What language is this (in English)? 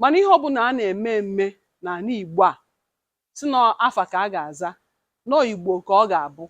Igbo